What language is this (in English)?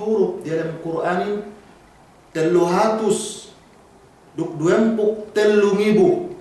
Yakan